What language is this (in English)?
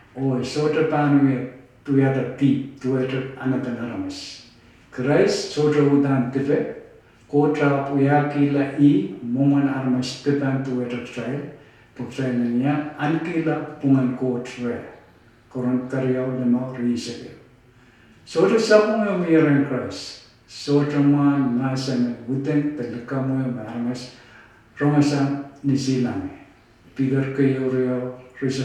Pohnpeian